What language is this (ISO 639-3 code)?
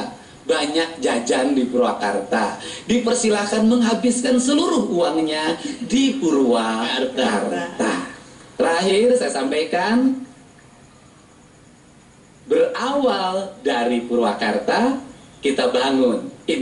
ind